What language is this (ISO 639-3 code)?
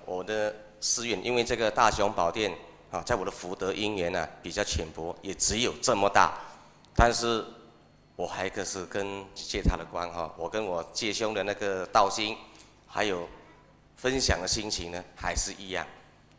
zho